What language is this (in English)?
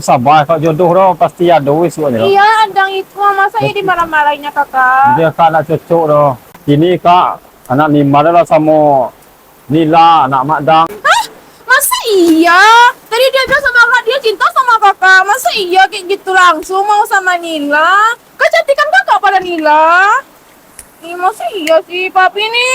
Minangkabau